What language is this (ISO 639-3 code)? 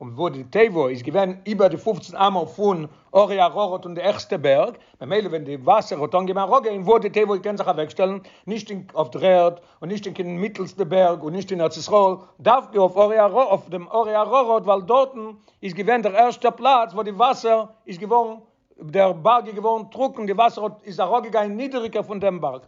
yid